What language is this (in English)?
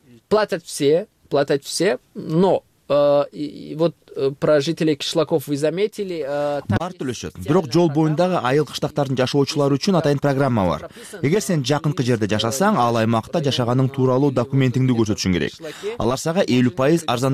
Kyrgyz